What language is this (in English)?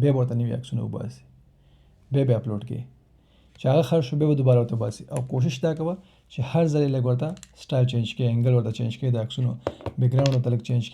Pashto